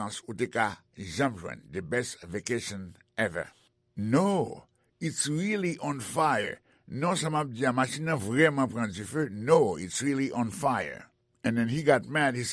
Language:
Haitian Creole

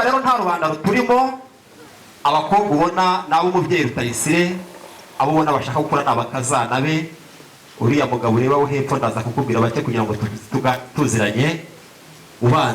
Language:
Kinyarwanda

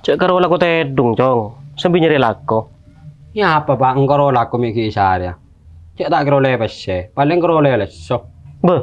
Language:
Madurese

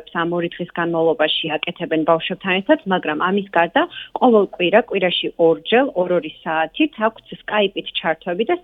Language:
Georgian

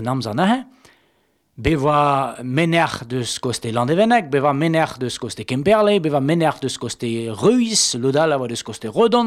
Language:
Breton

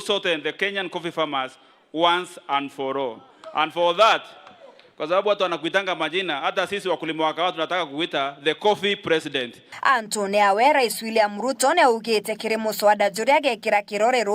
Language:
Meru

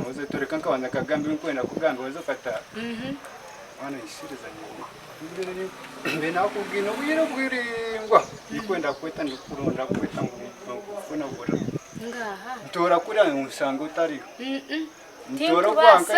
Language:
Nyankole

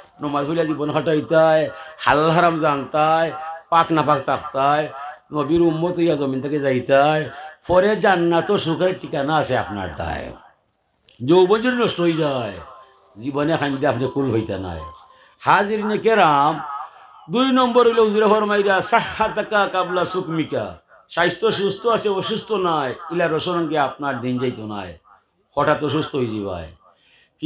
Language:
Sylheti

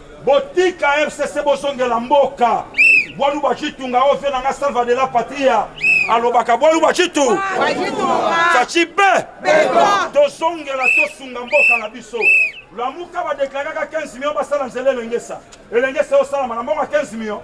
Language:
Lingala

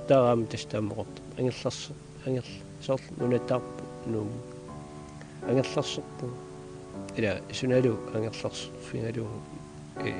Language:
Kalaallisut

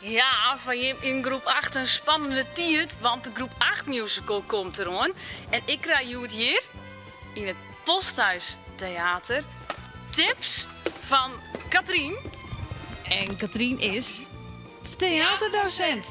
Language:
Western Frisian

